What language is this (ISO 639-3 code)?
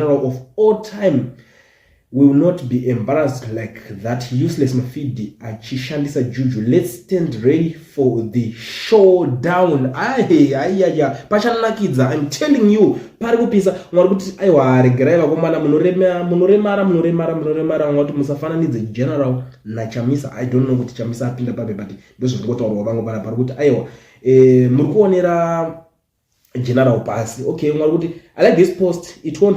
sna